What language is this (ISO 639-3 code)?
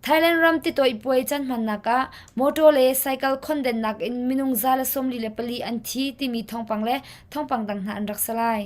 cnh